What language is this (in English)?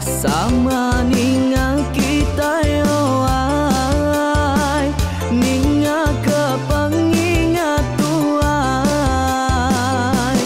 Iban